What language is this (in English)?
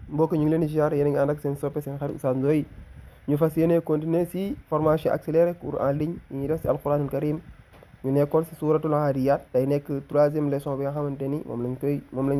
Wolof